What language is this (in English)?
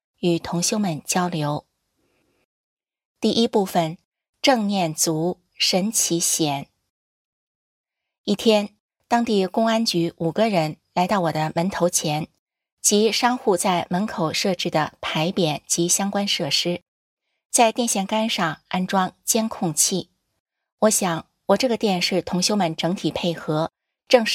Chinese